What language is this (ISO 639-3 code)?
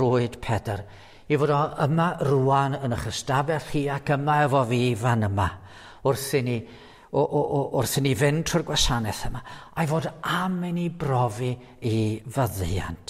cym